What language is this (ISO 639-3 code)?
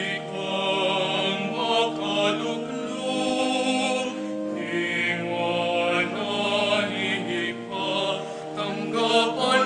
pam